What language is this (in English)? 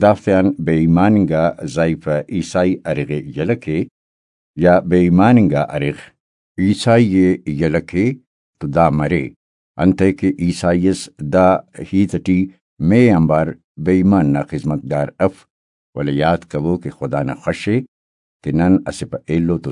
Brahui